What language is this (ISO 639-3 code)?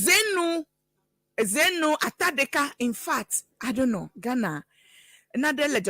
ewe